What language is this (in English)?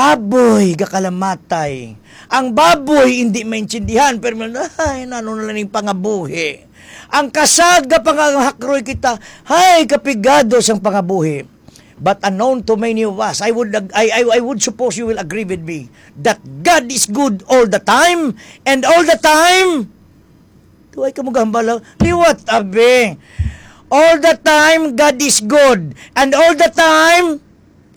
Hiligaynon